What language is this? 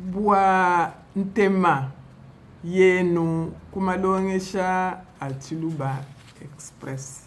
Luba-Lulua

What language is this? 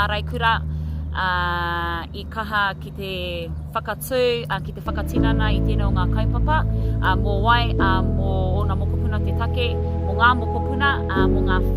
Māori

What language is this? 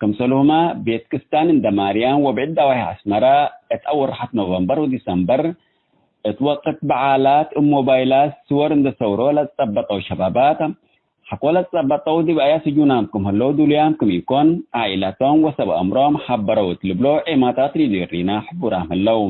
Tigre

